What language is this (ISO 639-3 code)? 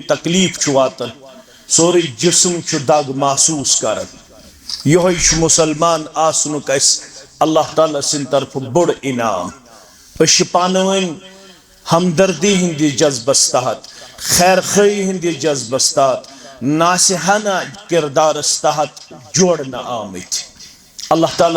kas